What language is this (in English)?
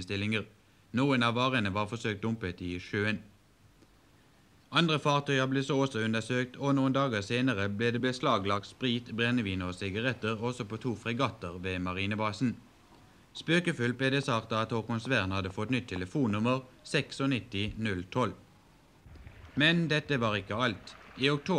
Norwegian